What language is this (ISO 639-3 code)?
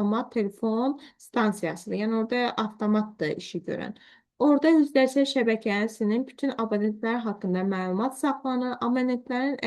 aze